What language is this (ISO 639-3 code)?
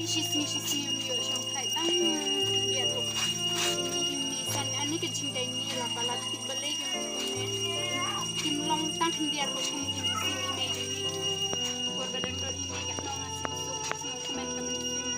kha